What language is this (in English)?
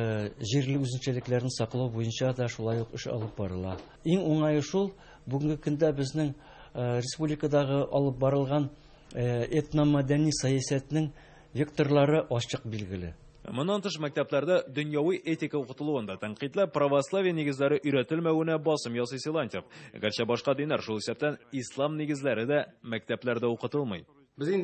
Tatar